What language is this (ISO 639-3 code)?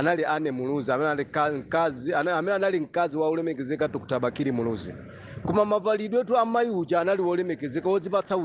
nya